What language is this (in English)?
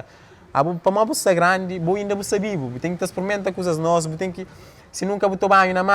Kabuverdianu